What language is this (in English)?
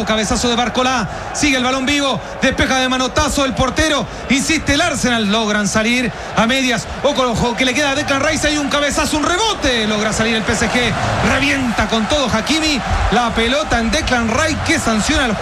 Spanish